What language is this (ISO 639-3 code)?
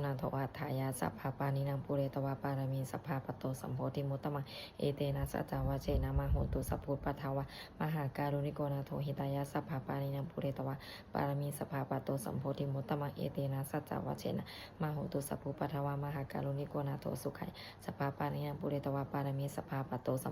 pli